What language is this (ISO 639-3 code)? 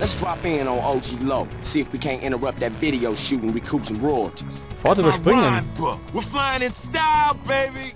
bar